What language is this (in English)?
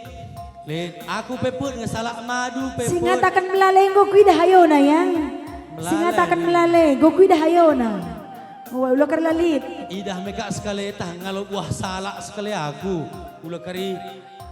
Batak Karo